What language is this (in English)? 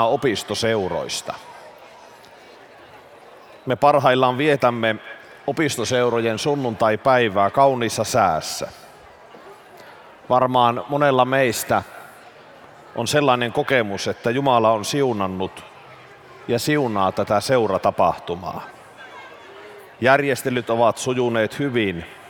Finnish